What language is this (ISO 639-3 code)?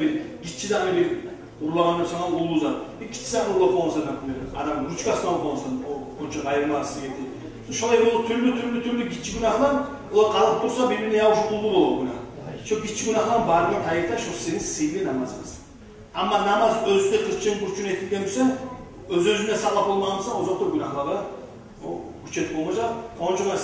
kum